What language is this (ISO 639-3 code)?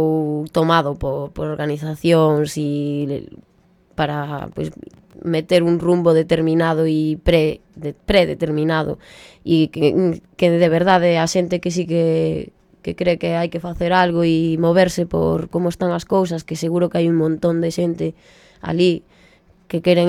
glg